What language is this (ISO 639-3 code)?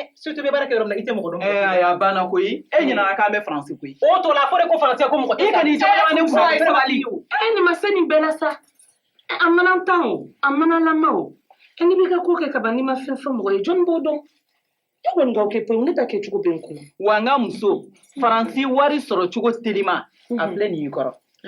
bam